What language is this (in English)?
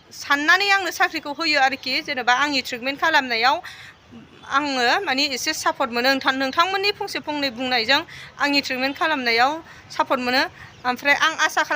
Bodo